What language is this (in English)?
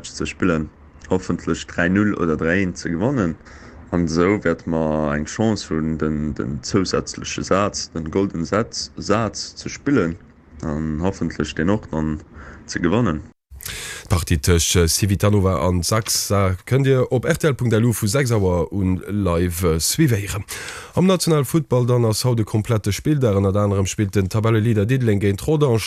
Luxembourgish